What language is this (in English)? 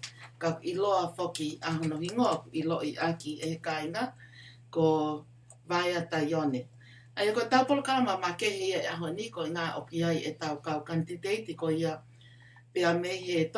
Tongan